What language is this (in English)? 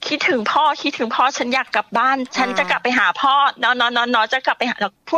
Thai